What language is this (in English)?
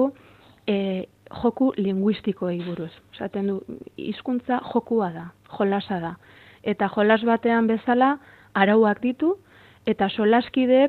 Basque